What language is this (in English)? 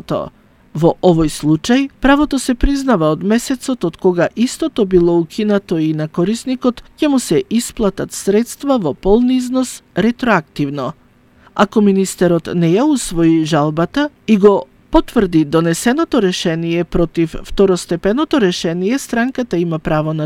Macedonian